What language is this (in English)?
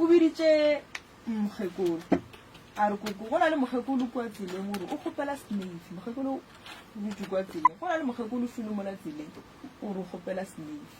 Northern Sotho